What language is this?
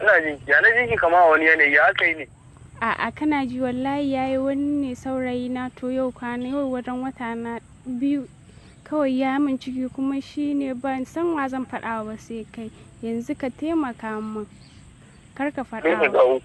Hausa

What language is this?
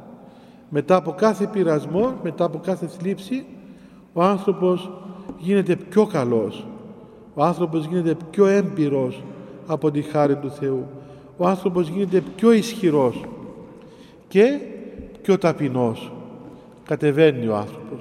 Greek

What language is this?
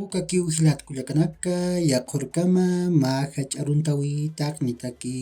Aymara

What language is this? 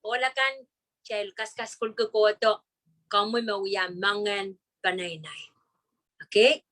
Pohnpeian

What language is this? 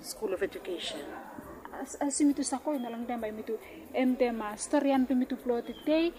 Bislama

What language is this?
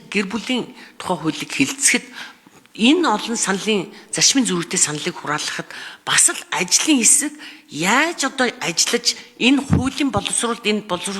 Mongolian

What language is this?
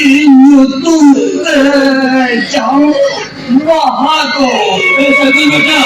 Santali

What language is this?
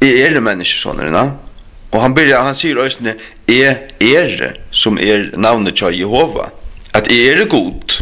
Faroese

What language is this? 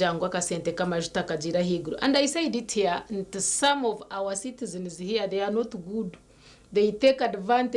Nyankole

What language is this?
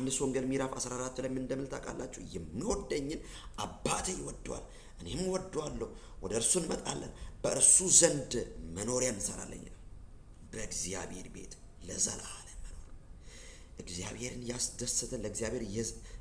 Amharic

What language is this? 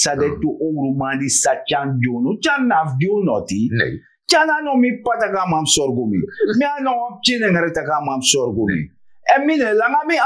Sranan Tongo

